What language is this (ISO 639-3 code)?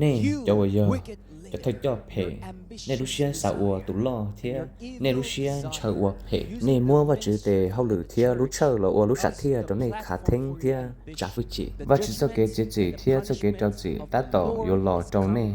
hmn